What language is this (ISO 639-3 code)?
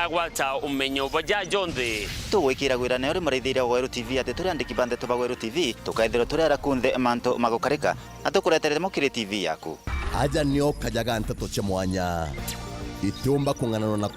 mer